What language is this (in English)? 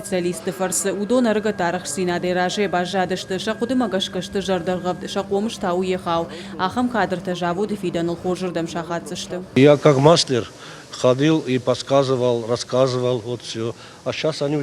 Ossetic